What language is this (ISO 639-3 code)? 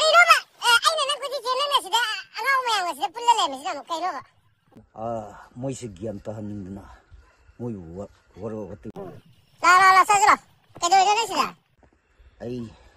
mni